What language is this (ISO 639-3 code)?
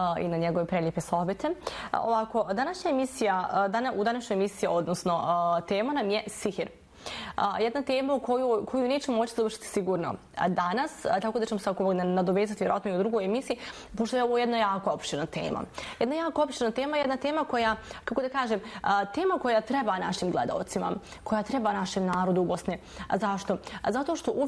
bos